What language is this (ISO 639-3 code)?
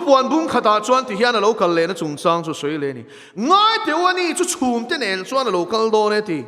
lus